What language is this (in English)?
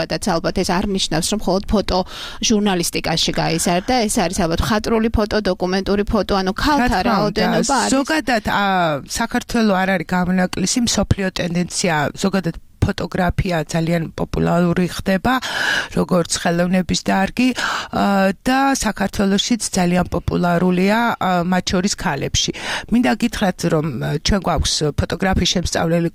Georgian